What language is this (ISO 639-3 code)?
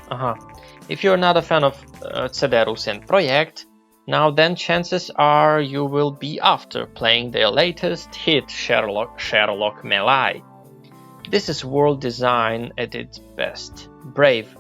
rue